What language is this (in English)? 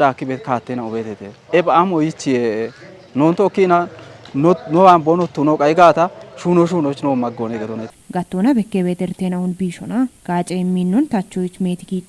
Kafa